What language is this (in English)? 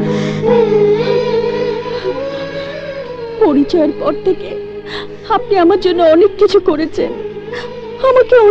Bangla